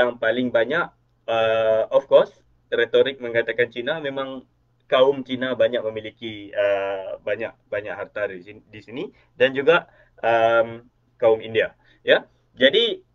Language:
Malay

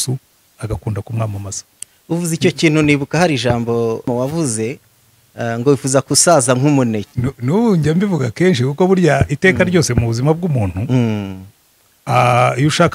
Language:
Kinyarwanda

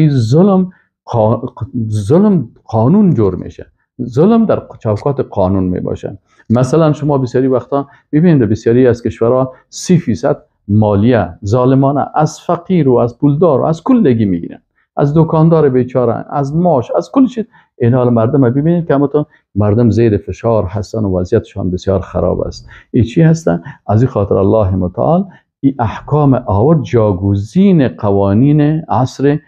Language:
Persian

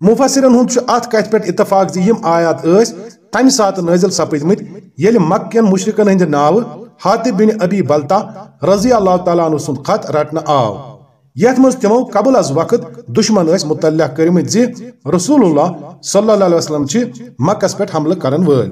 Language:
Kashmiri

